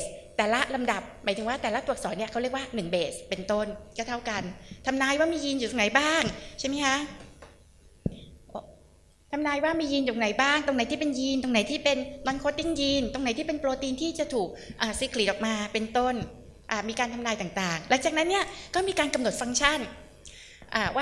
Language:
Thai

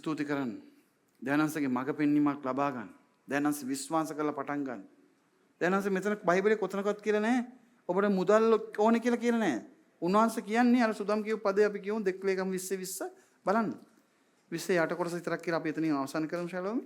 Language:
Sinhala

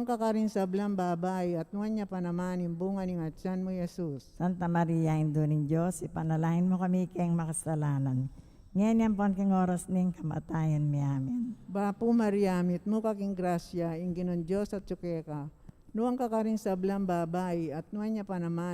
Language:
Pampanga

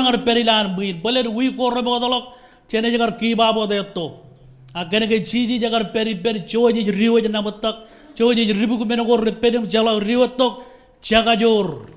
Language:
Marshallese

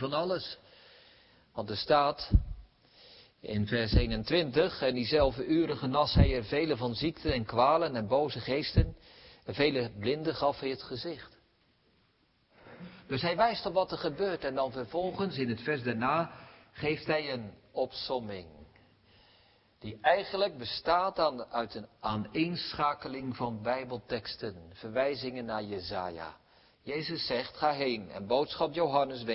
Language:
Dutch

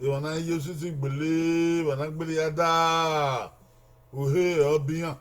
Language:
Bini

